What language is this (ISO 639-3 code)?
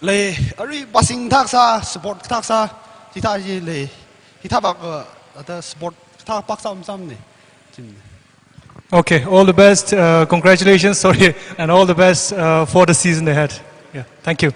nmf